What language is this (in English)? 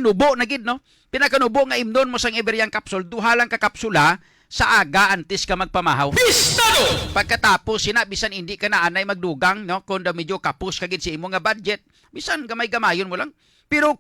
Hiligaynon